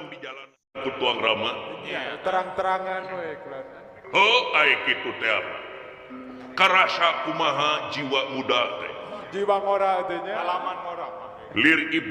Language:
Sundanese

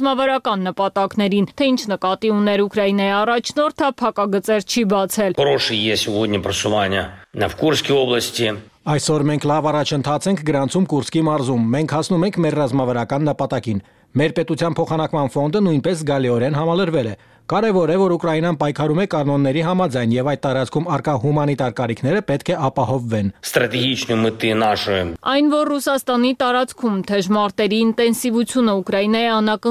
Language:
Armenian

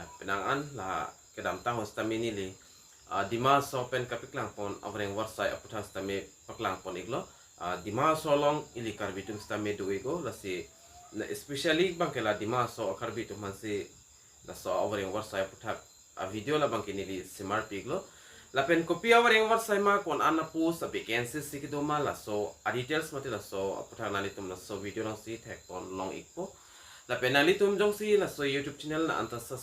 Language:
Karbi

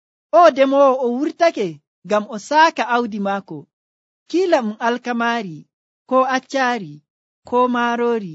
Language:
Nigerian Fulfulde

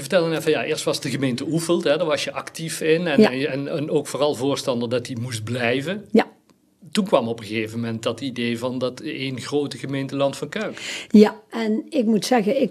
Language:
Dutch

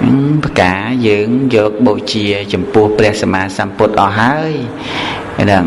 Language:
Khmer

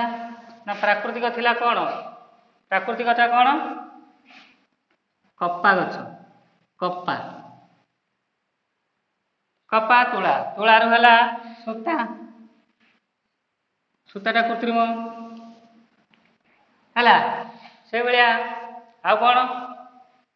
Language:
Odia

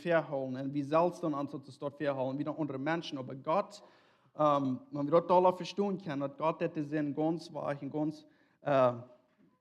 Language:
Plautdietsch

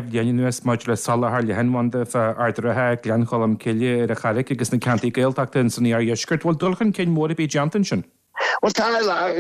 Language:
Irish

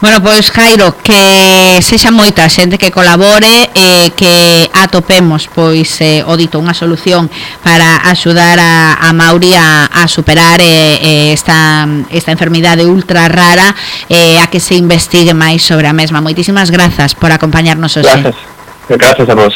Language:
Galician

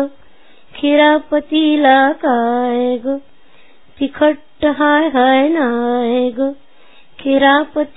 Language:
Marathi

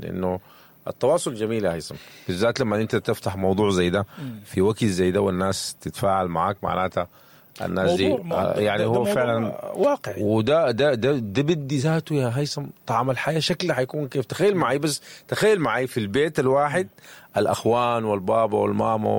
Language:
Sudanese Arabic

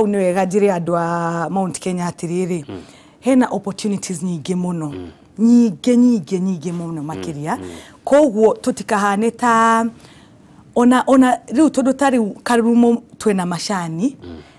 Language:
Kikuyu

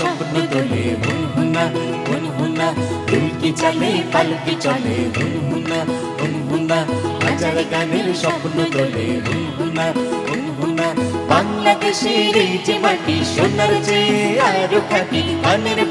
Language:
Bangla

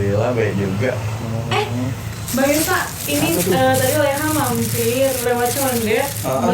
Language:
Betawi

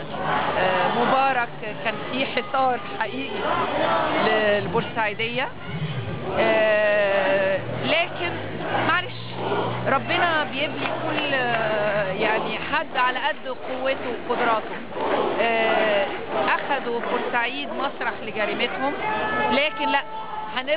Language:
Egyptian Arabic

